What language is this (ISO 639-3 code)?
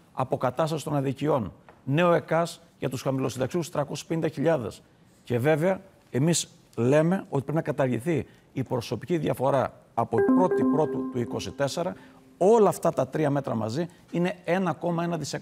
ell